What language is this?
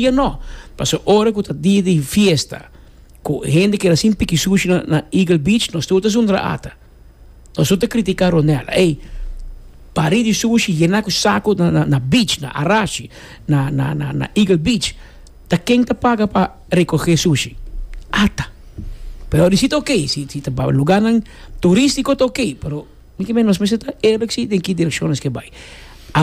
Papiamento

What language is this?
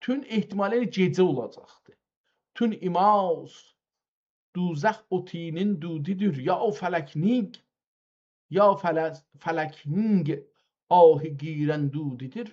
South Azerbaijani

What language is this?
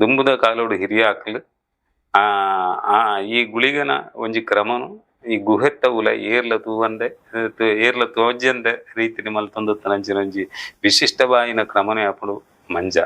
Tulu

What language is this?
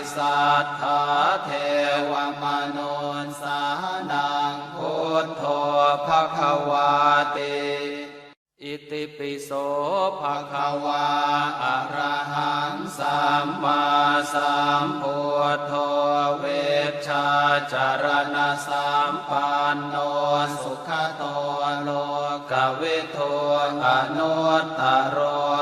Pali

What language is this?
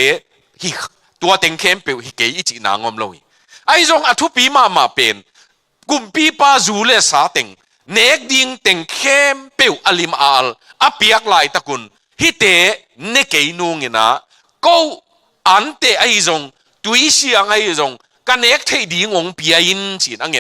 Tedim Chin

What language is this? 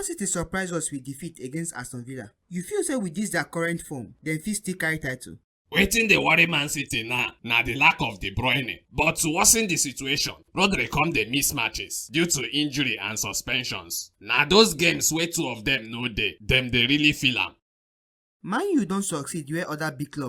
Nigerian Pidgin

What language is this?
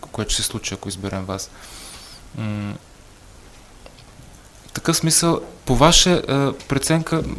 Bulgarian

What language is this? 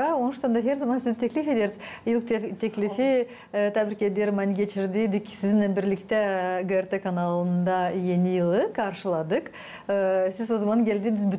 Gagauz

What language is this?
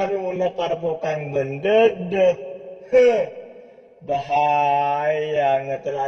Madurese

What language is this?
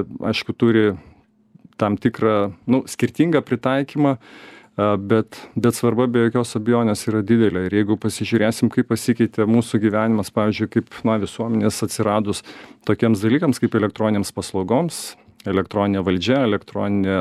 Lithuanian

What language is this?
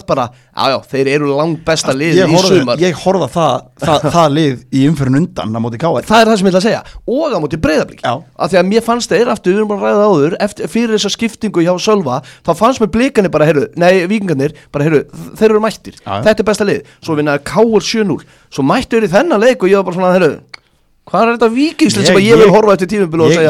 Icelandic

